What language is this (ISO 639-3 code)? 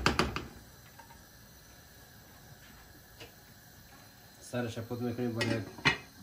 fas